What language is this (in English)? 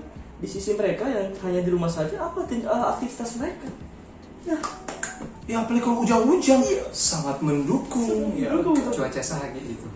Manado Malay